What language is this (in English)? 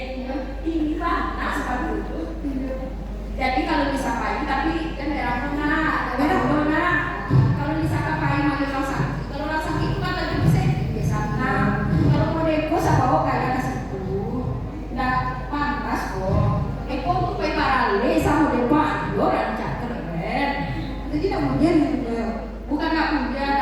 Minangkabau